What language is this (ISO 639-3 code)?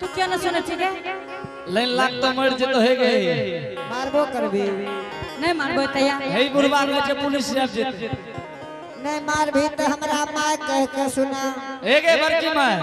anp